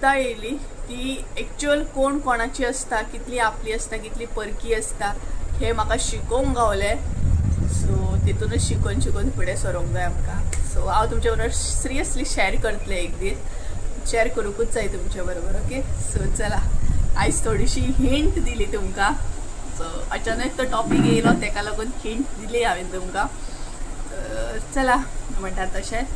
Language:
Konkani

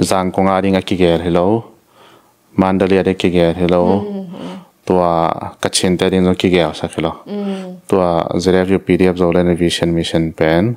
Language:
Tedim Chin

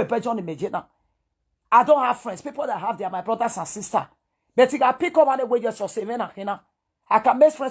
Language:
Nigerian Pidgin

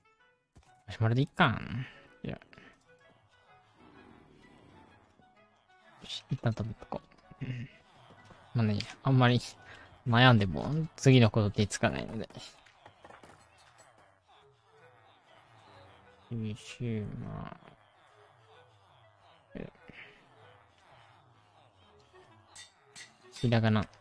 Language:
Japanese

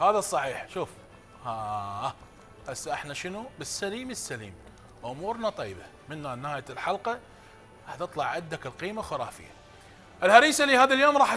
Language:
Mesopotamian Arabic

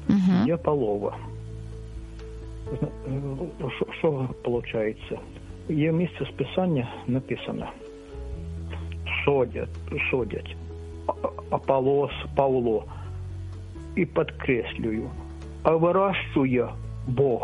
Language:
Ukrainian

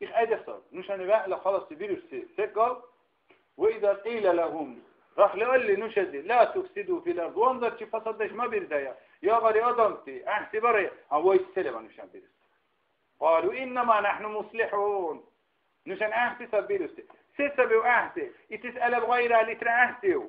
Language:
Dargwa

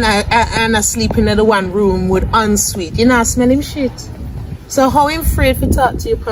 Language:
Jamaican Creole English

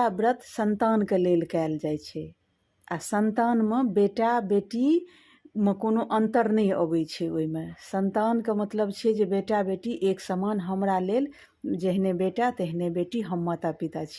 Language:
Maithili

